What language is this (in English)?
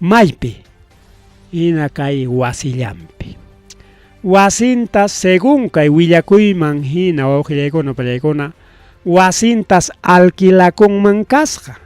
Ayacucho Quechua